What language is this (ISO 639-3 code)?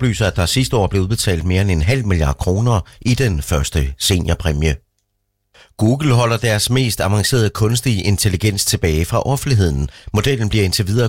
dan